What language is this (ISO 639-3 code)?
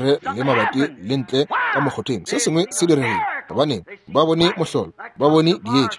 nso